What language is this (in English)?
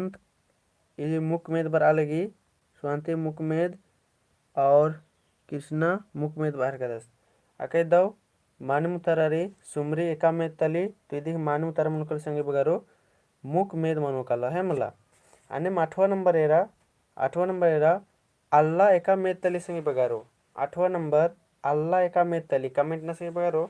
Kurukh